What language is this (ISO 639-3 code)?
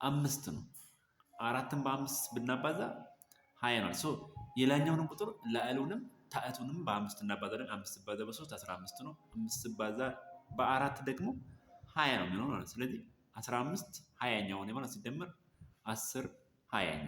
amh